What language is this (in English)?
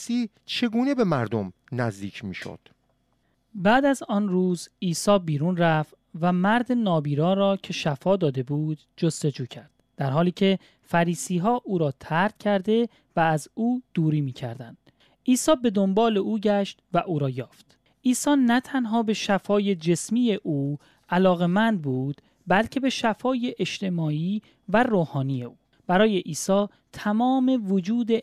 Persian